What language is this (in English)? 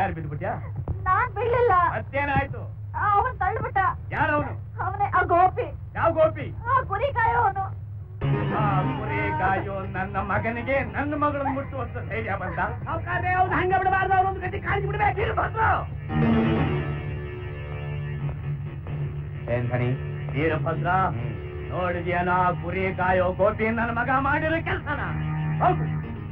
Kannada